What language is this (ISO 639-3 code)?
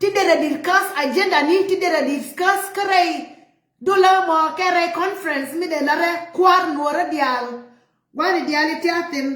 nus